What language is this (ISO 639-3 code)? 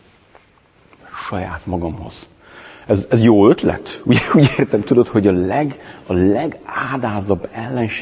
hun